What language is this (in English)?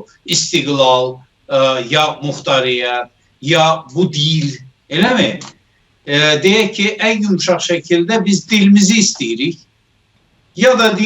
South Azerbaijani